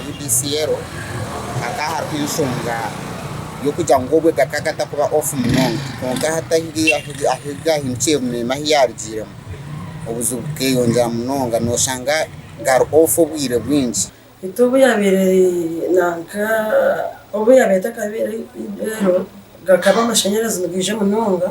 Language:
Nyankole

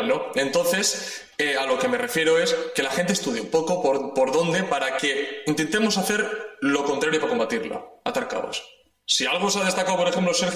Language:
Spanish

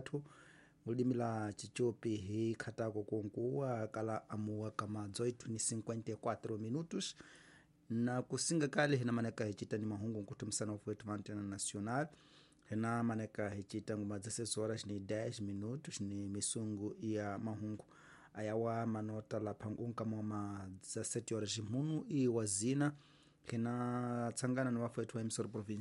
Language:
Tsonga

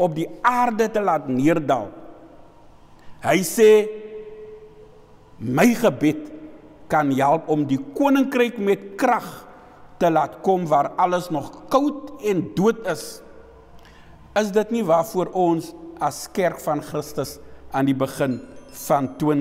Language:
Afrikaans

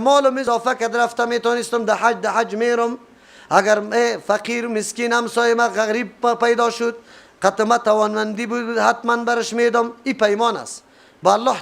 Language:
Persian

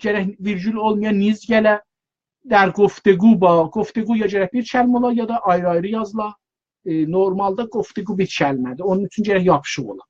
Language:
South Azerbaijani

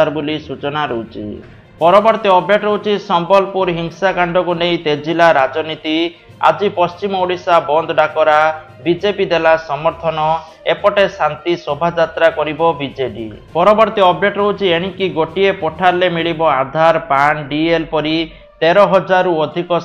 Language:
Odia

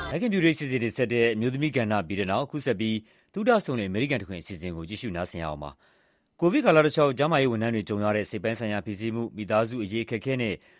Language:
Burmese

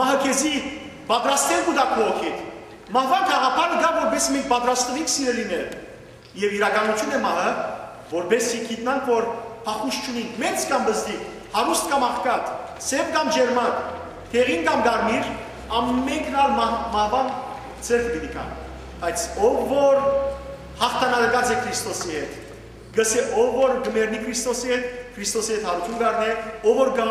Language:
Western Armenian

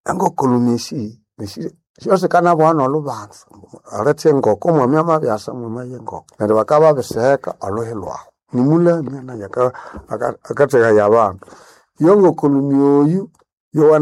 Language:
Nande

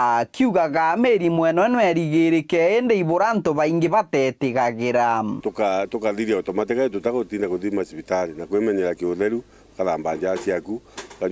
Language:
Meru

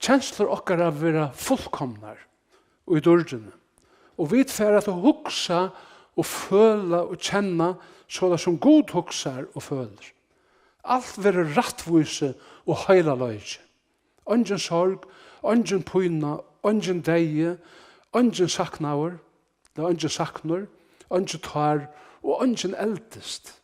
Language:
Faroese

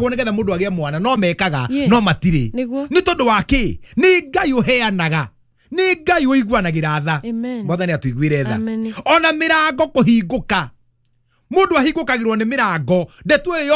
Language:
Kikuyu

